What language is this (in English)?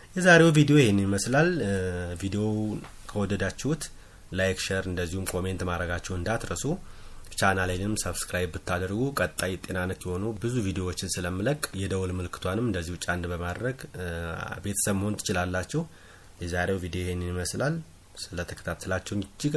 Amharic